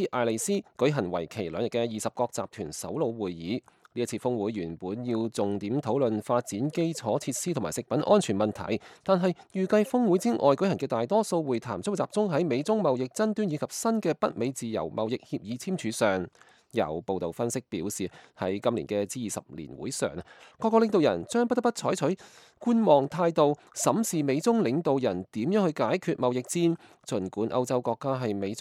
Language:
Cantonese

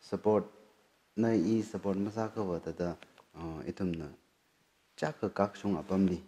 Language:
Tangkhul Naga (India)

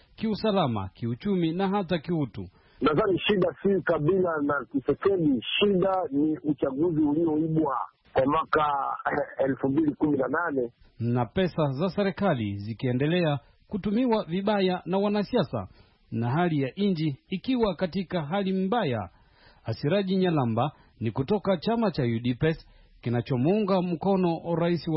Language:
Swahili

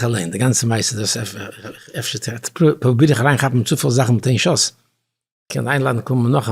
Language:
Yiddish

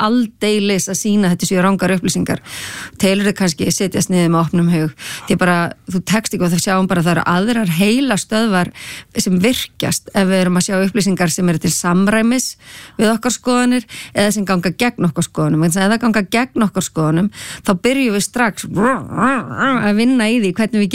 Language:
Icelandic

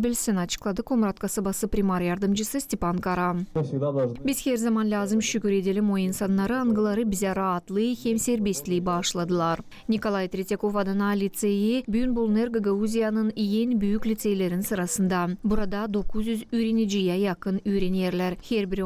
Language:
Gagauz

